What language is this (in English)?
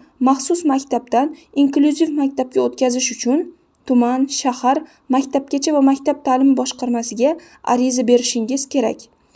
Uzbek